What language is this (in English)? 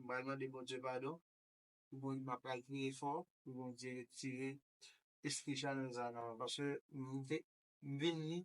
Haitian Creole